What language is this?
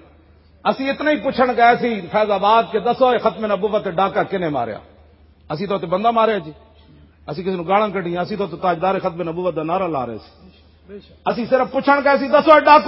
Western Panjabi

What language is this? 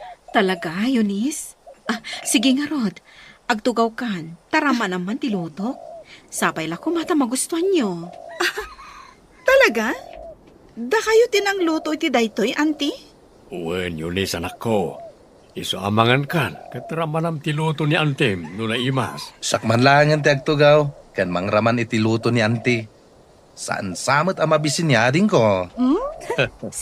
Iloko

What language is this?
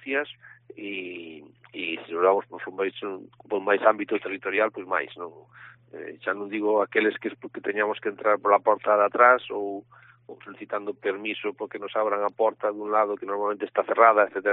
Galician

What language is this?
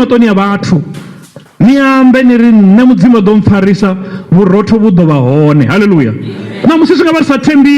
Venda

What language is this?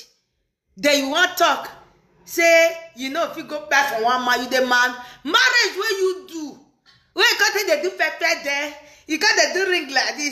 Nigerian Pidgin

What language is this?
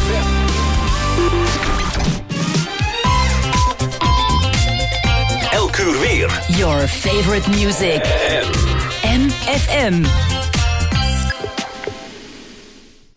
Dutch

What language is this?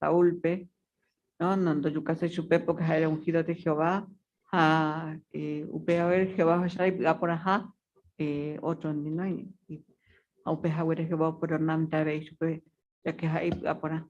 Guarani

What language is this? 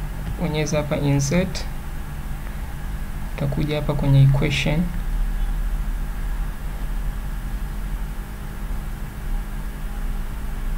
Swahili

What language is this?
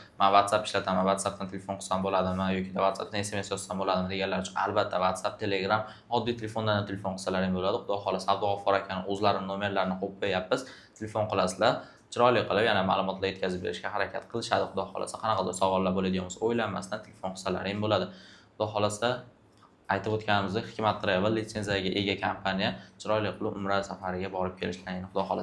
Uzbek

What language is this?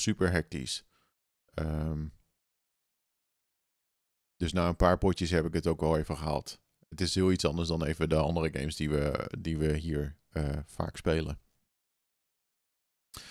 Dutch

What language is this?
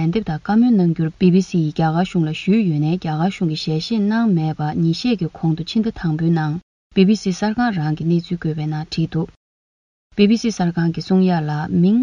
Tibetan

